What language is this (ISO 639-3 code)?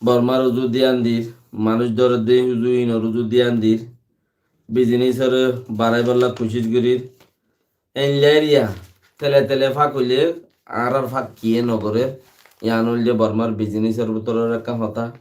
rhg